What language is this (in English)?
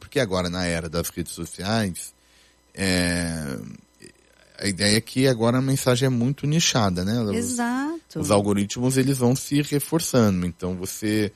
Portuguese